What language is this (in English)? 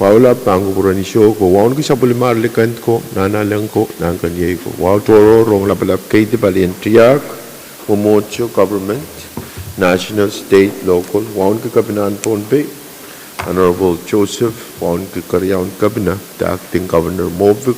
Pohnpeian